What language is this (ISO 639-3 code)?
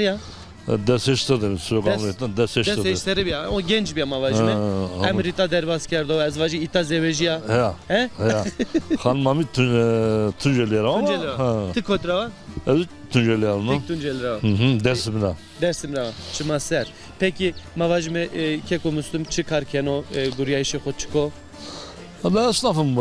zza